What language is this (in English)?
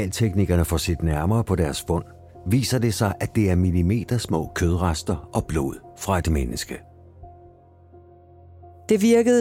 Danish